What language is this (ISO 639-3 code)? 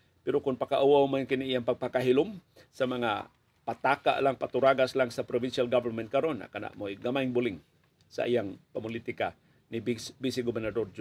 ceb